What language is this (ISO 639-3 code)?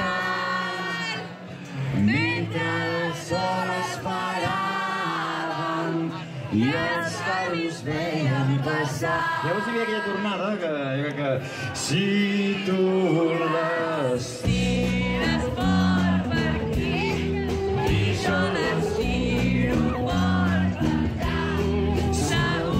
cat